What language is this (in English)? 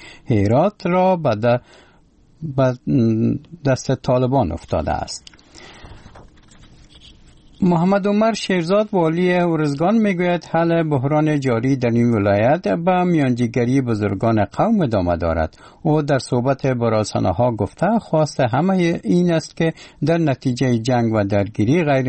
Persian